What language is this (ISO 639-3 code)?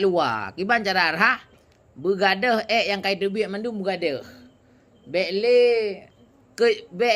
ace